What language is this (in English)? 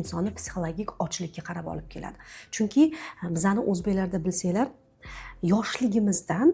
Uzbek